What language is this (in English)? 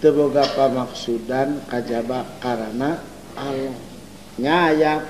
Sundanese